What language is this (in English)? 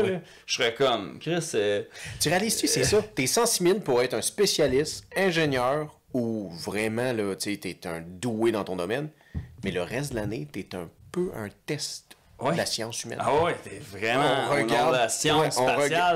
French